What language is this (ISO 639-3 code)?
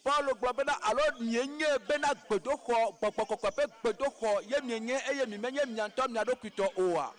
ewe